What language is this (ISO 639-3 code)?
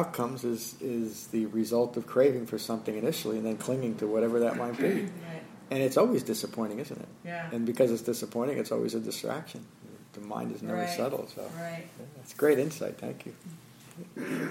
eng